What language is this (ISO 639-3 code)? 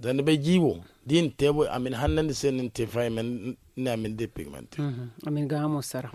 dje